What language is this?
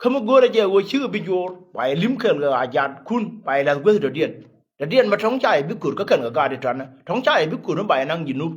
Nuer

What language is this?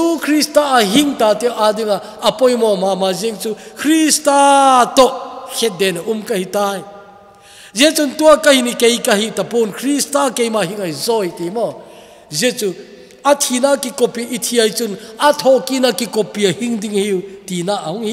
Thado Chin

